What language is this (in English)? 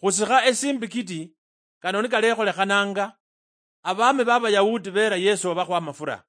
Luyia